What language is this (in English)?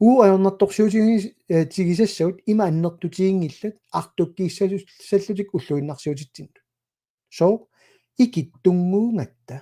Kalaallisut